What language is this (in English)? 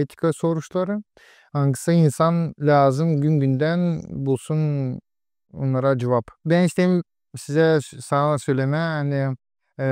Gagauz